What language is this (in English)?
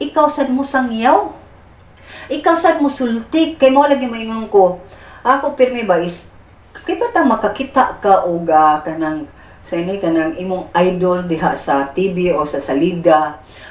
Cebuano